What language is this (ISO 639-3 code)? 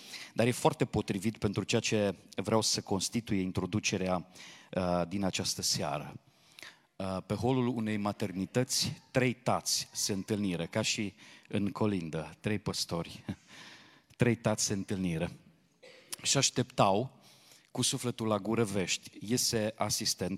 ron